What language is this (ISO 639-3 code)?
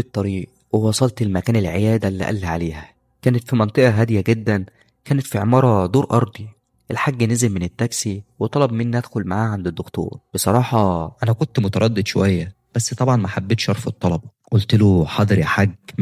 arz